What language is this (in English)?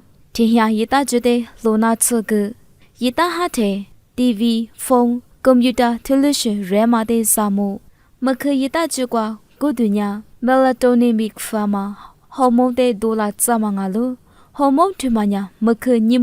Lisu